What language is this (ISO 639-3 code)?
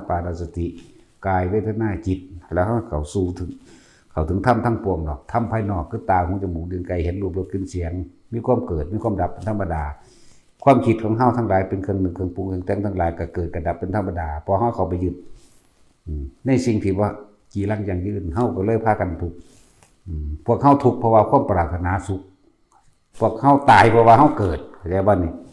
tts